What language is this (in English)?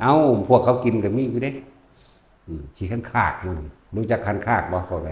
Northeastern Thai